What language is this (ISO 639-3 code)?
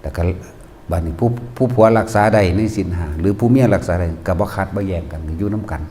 tts